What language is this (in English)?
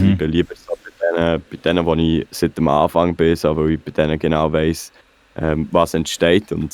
Swiss German